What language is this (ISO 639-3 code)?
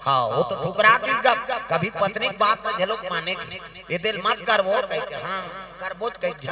hne